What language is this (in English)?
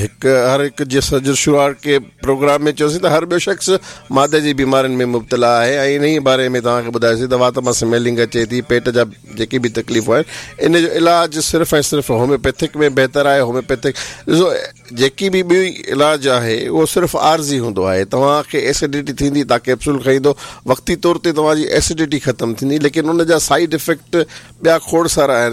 Sindhi